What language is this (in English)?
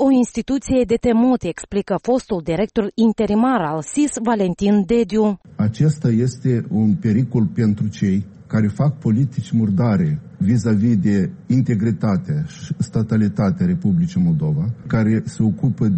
Romanian